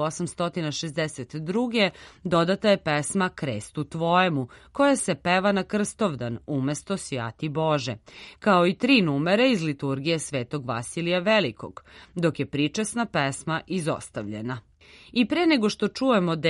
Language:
Serbian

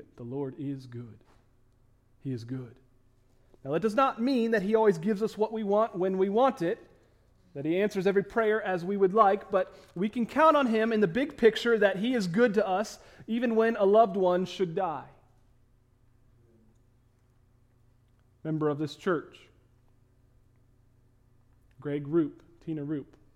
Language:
English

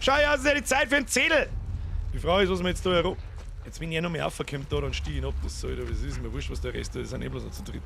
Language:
Bavarian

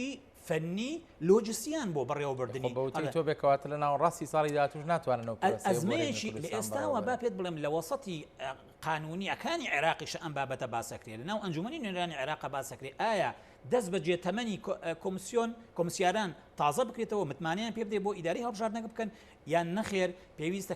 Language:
Central Kurdish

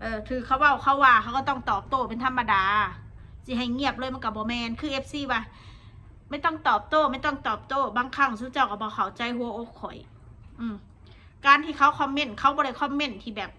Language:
Northeastern Thai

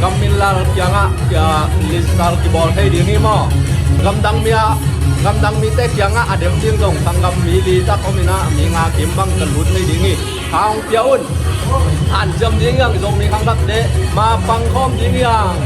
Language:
Tedim Chin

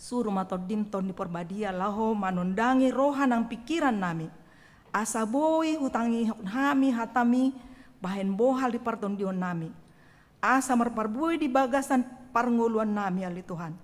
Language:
Batak Toba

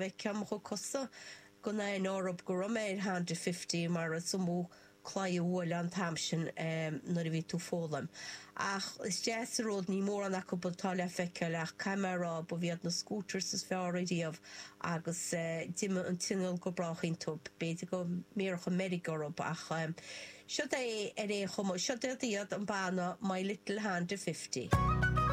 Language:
Irish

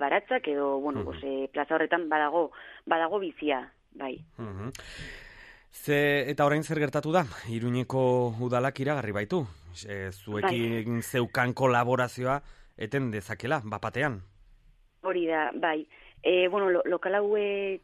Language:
Basque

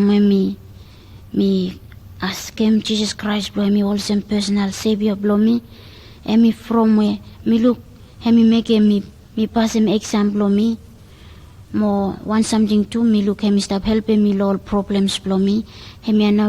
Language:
Bislama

